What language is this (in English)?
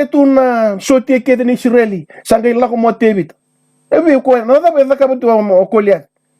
Fijian